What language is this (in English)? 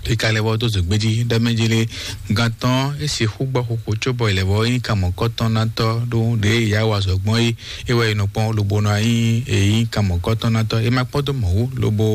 Fon